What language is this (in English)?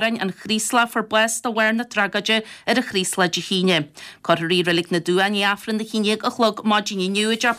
Irish